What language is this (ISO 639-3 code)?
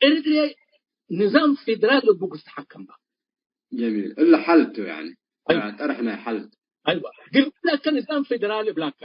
tig